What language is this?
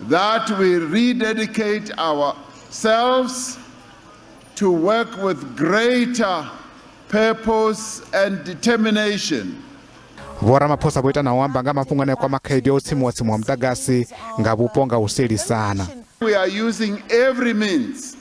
Venda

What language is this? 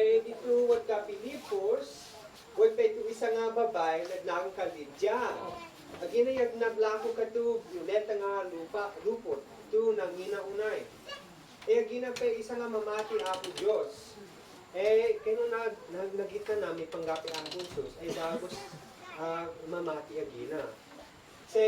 Isnag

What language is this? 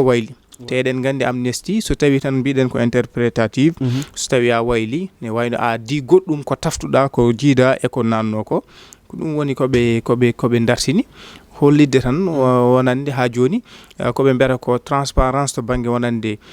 Fula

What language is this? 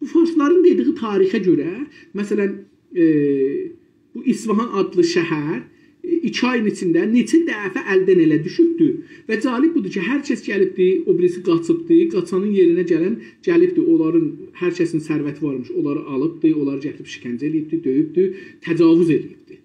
South Azerbaijani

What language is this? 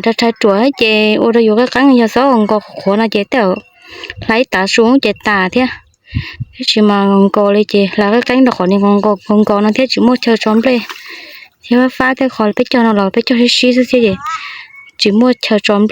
Hmong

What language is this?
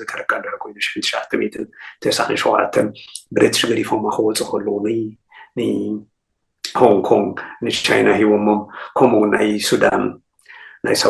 Tigrinya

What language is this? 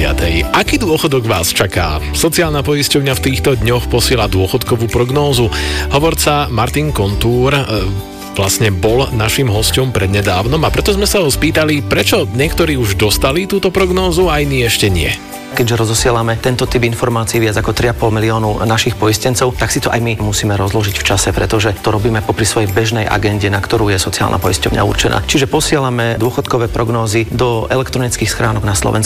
Slovak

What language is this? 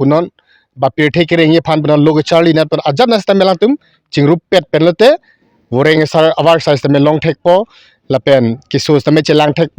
Karbi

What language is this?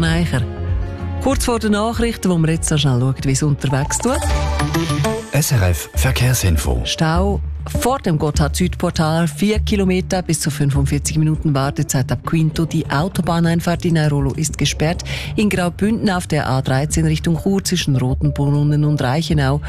German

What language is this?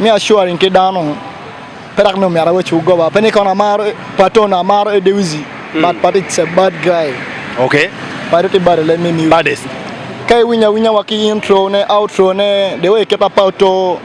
Acoli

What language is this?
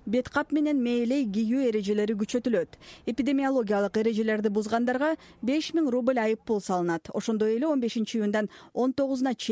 Kyrgyz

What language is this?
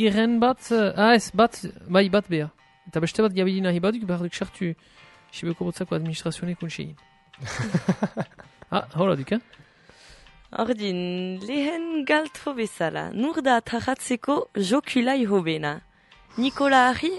Basque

